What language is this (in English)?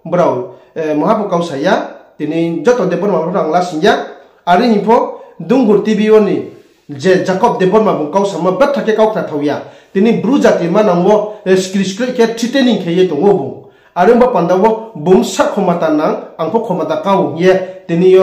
Riang (India)